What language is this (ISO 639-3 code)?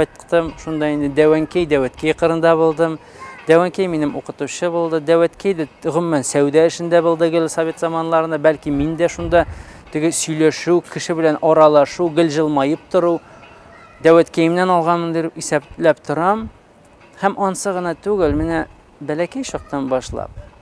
tat